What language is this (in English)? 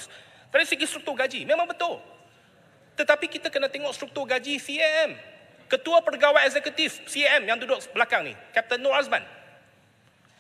Malay